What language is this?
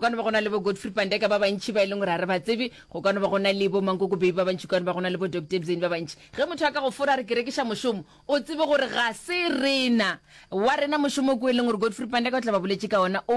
Northern Sotho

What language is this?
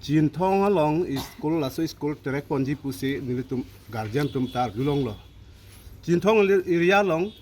Karbi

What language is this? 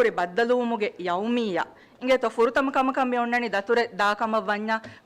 Divehi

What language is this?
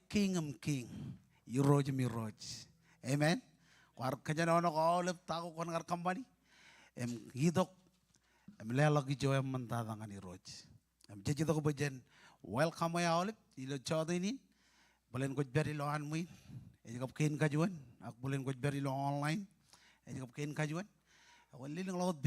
Marshallese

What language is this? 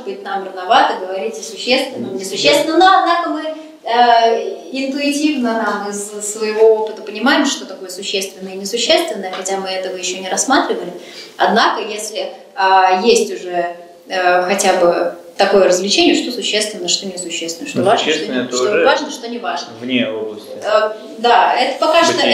Russian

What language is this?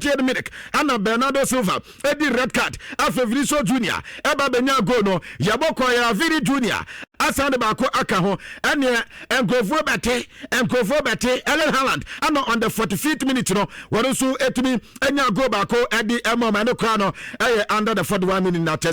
Akan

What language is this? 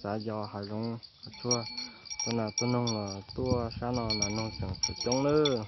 Hmong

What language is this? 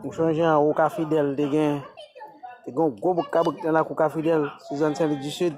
Haitian Creole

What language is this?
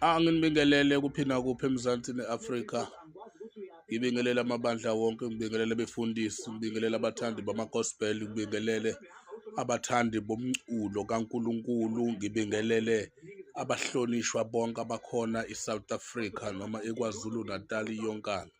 Zulu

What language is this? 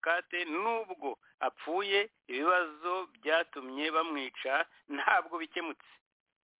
Kinyarwanda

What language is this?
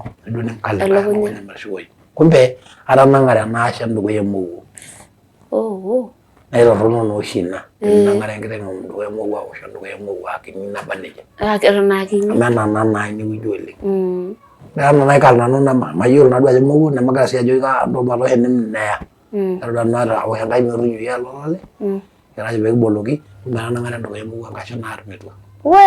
Masai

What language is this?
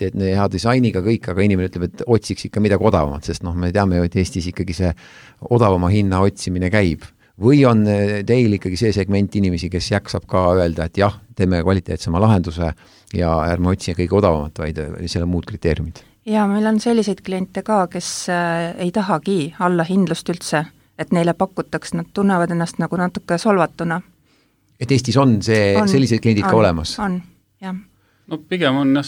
Estonian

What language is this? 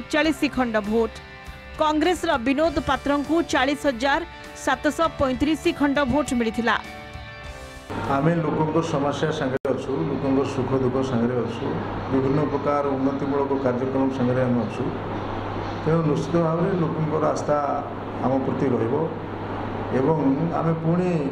Odia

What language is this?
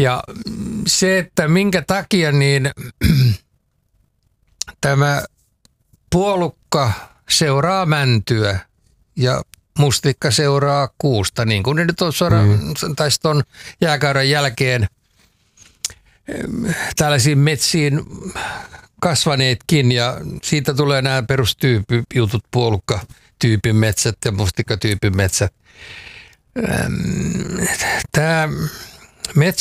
Finnish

